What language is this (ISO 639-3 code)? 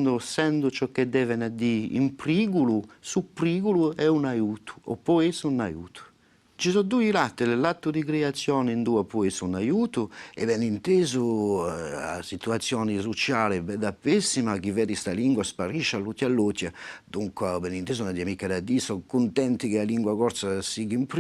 cos